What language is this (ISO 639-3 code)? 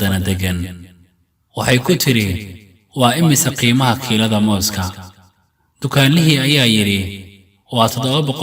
som